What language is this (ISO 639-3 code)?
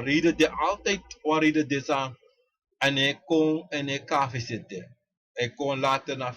srn